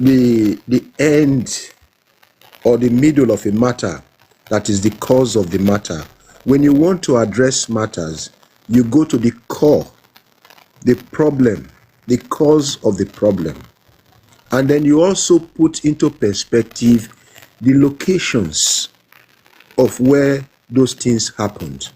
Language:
Nigerian Pidgin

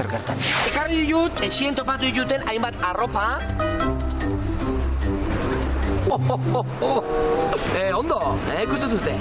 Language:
Basque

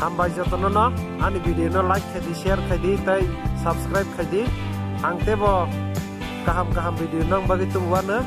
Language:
Kok Borok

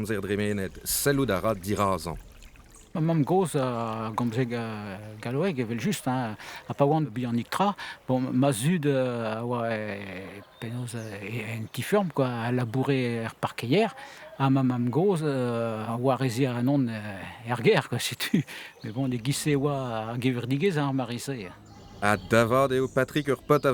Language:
Breton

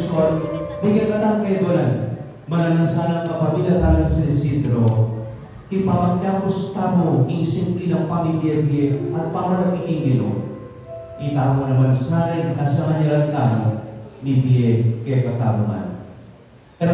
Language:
Pampanga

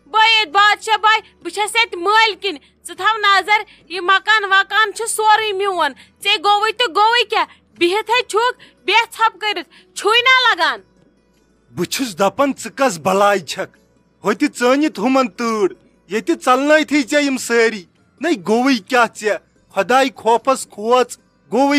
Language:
Kashmiri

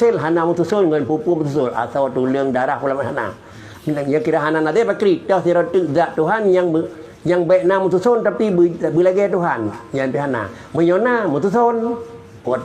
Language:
Achinese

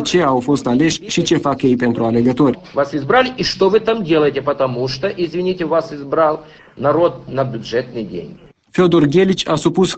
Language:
Romanian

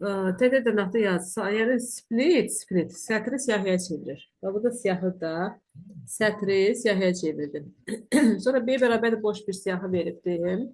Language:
Azerbaijani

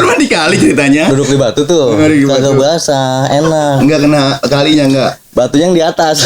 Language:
Betawi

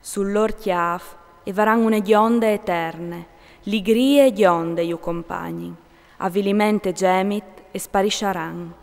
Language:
Friulian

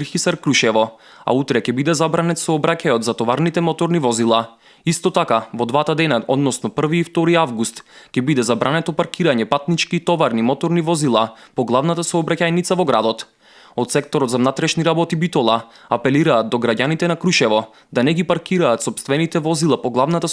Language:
Macedonian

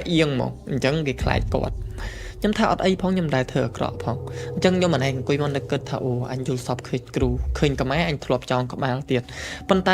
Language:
Khmer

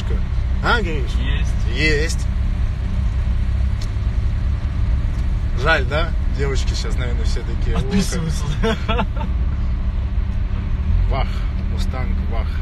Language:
Russian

